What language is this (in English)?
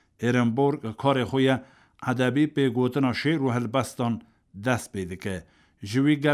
Kurdish